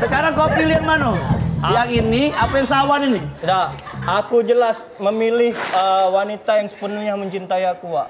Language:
Musi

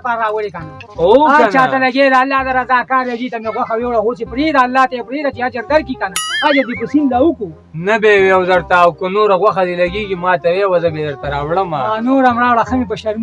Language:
Pashto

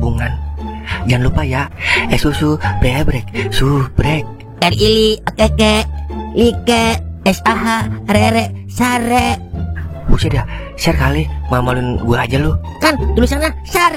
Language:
Betawi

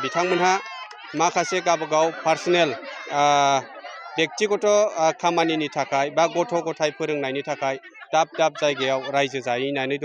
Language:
Bodo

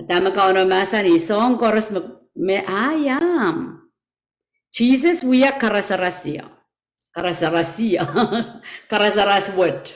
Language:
Pohnpeian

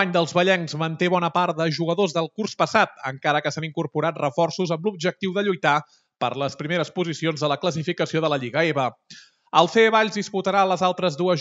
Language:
Catalan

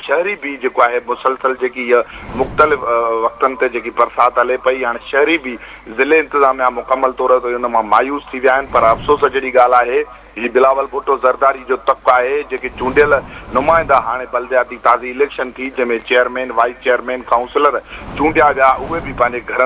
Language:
Sindhi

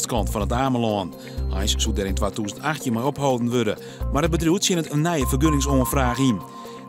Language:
Western Frisian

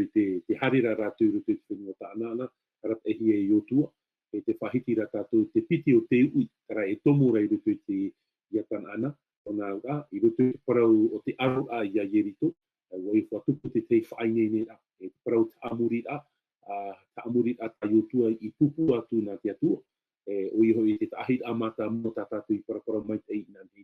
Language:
Tahitian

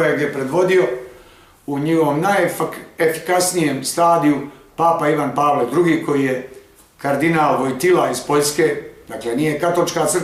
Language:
Bosnian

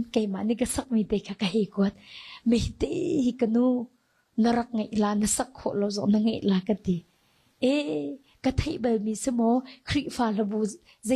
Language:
Hakha Chin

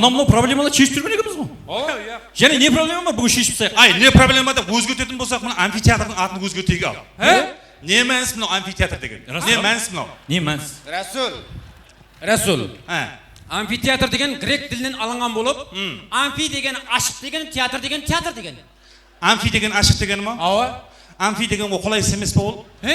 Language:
Kara-Kalpak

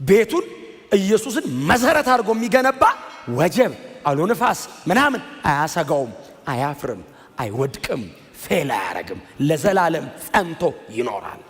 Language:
Amharic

